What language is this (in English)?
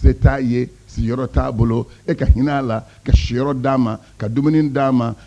Bambara